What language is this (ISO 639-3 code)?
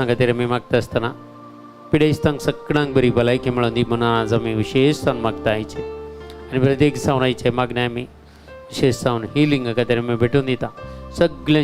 kok